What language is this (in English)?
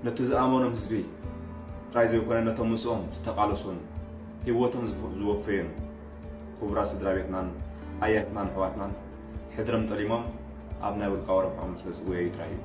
Tigrinya